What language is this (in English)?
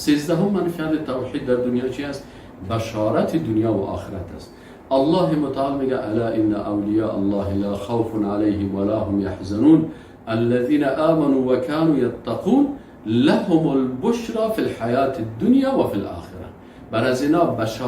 Persian